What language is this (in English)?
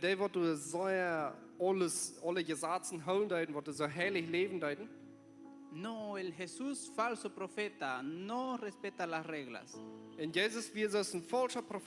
Plautdietsch